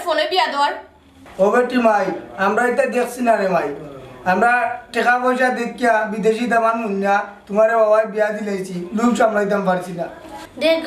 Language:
Sylheti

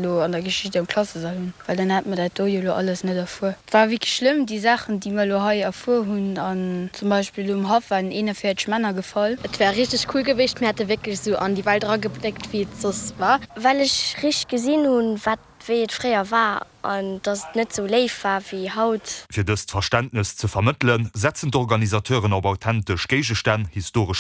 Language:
Luxembourgish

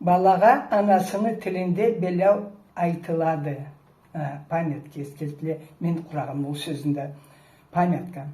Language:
Karachay-Balkar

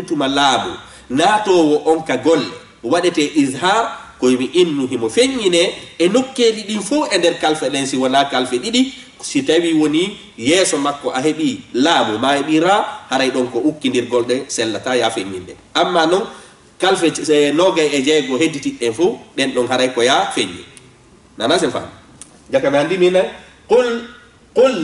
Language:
Fula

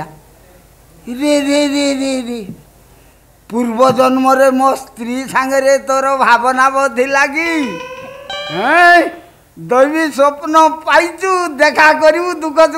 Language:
Odia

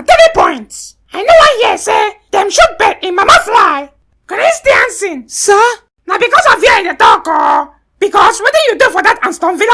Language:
Nigerian Pidgin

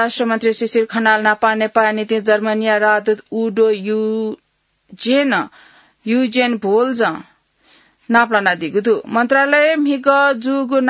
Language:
Newari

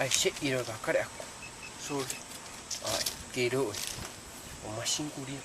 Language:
Samoan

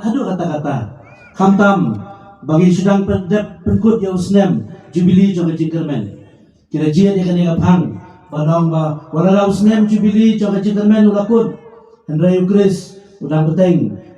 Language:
Khasi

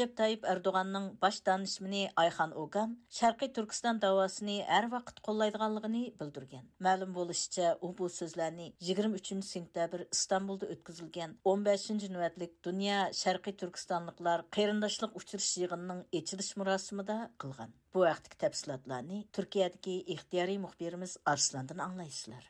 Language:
Uyghur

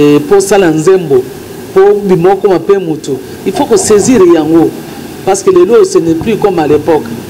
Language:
Lingala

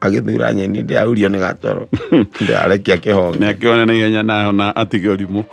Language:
Kikuyu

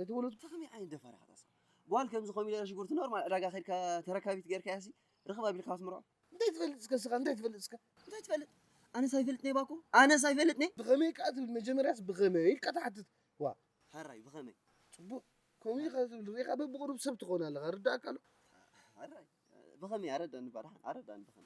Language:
Tigrinya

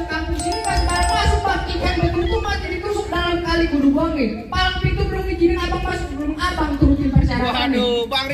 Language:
Betawi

